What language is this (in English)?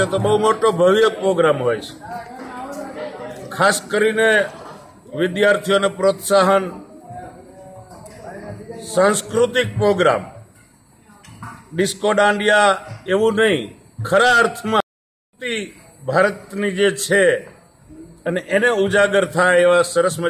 Gujarati